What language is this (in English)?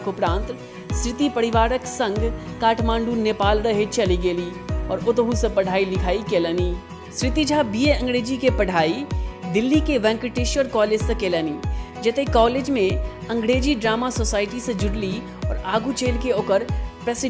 Maithili